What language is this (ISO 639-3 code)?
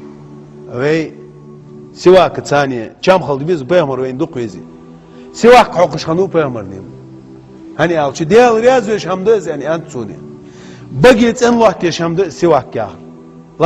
inh